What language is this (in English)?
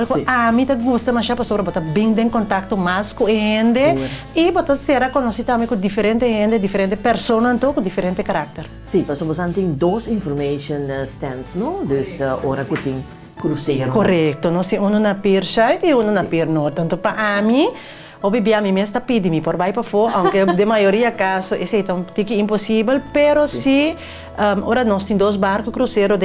Papiamento